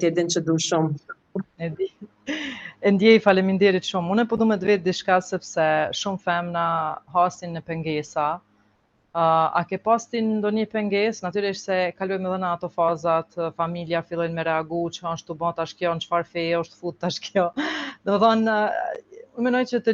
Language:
Albanian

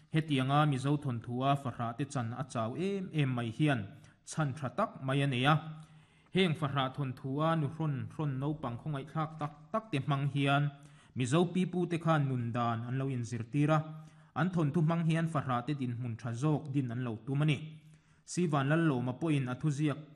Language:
Mizo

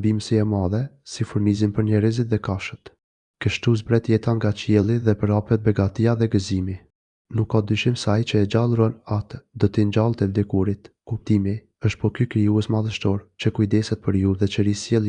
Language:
Albanian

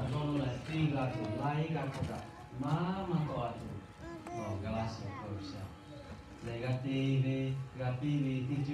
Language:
Lahu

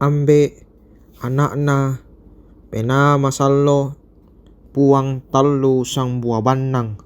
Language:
Toraja-Sa'dan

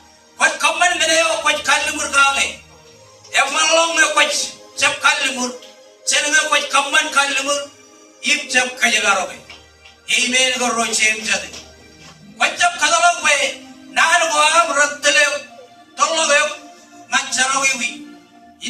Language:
Marshallese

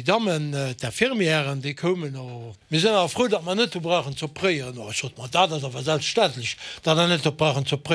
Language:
Luxembourgish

